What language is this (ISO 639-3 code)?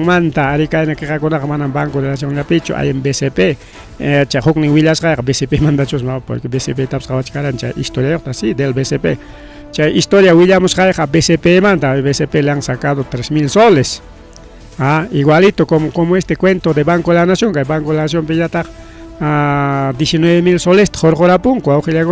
quy